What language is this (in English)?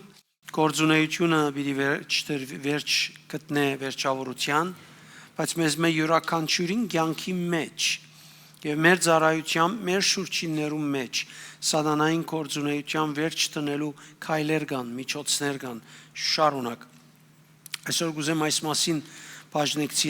Western Armenian